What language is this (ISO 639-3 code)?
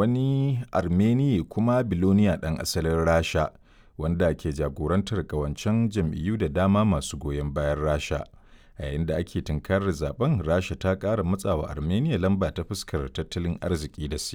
hau